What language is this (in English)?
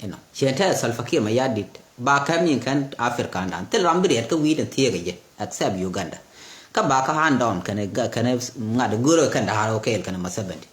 Nuer